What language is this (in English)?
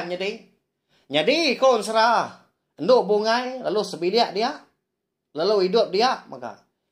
Iban